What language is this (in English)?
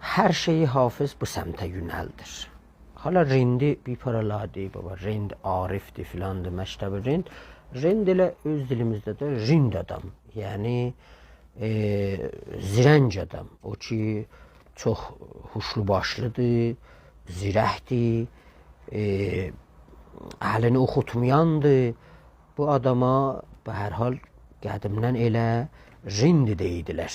South Azerbaijani